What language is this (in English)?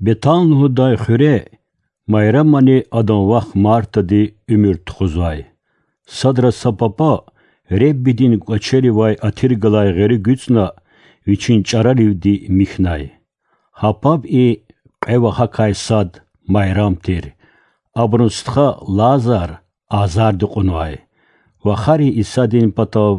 Lezghian